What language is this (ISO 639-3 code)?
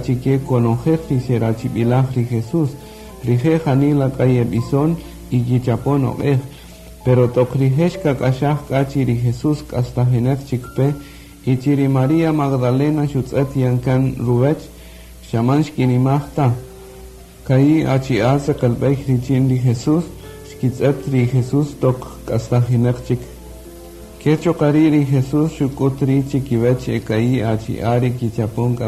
cak